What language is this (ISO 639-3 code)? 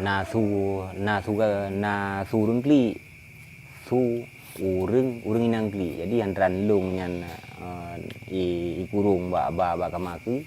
ace